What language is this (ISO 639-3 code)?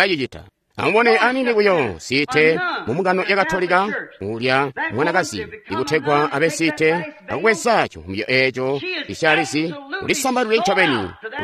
toi